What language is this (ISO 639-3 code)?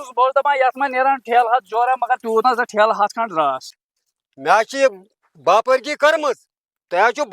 kas